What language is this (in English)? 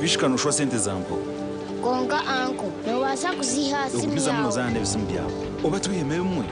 Nyankole